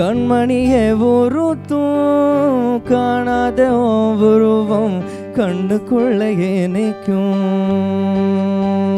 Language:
Tamil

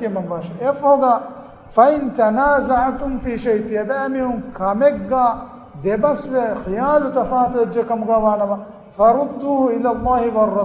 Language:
Divehi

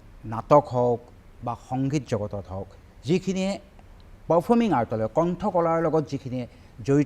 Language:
Assamese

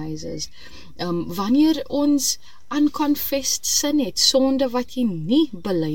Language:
Afrikaans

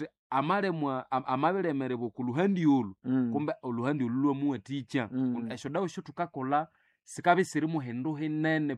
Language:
Nande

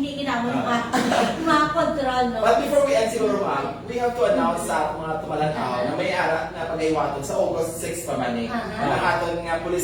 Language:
Hiligaynon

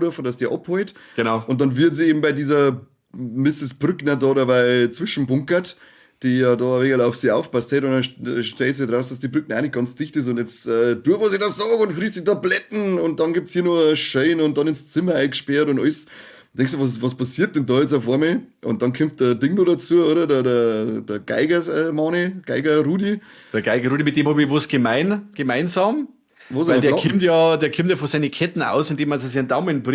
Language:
Bavarian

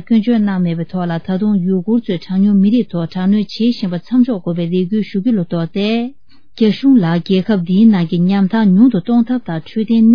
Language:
Tibetan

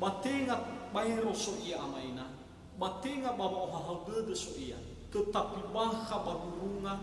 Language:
Nias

